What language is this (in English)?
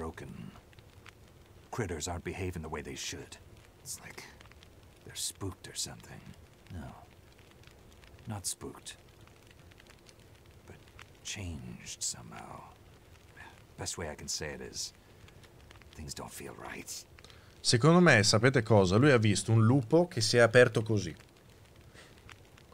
Italian